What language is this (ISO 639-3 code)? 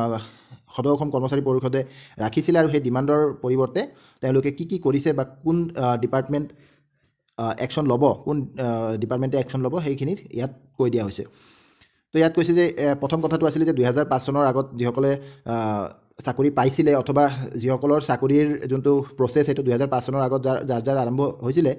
asm